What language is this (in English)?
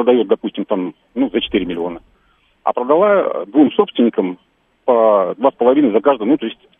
Russian